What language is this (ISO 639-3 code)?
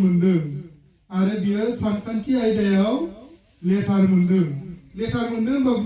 brx